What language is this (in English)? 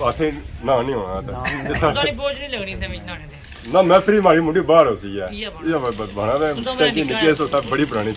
Pahari-Potwari